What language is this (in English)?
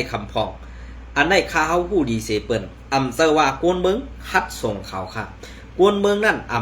Shan